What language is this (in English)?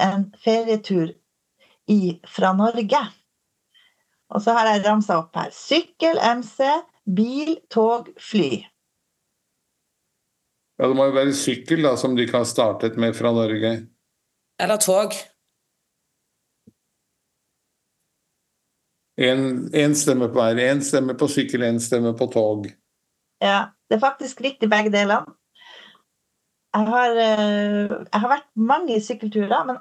Norwegian